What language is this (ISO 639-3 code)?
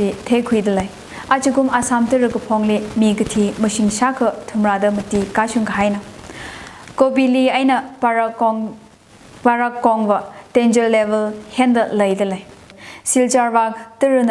nmf